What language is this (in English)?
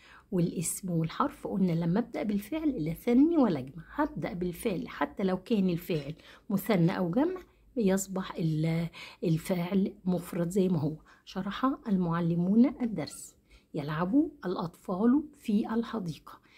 Egyptian Arabic